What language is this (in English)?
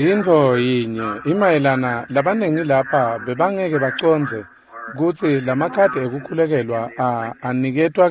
Swati